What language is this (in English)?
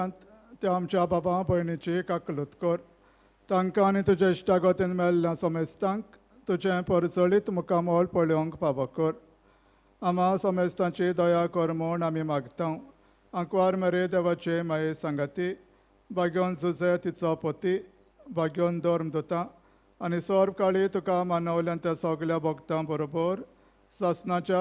Konkani